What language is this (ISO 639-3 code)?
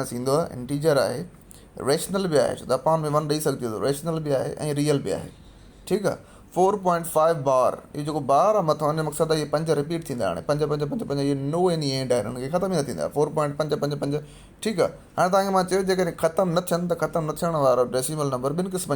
snd